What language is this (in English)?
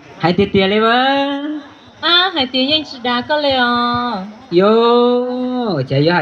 Hmong